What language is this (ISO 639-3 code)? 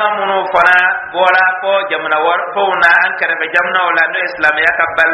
dyu